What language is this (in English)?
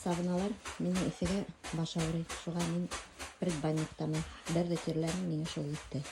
Bashkir